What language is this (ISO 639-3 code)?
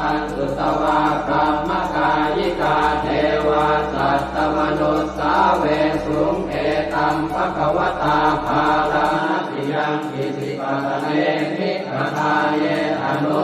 pli